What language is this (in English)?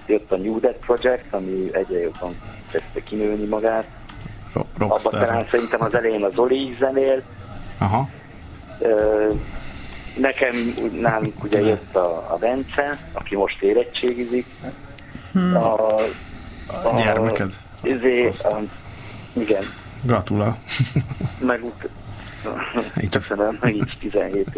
Hungarian